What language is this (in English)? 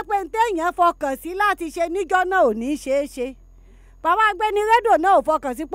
Yoruba